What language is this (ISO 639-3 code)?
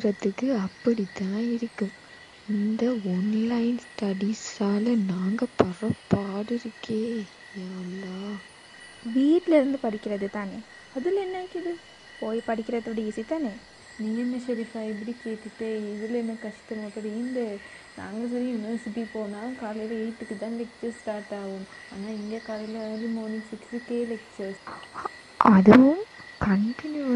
tam